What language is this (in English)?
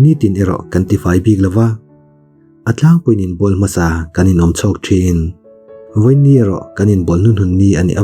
Mizo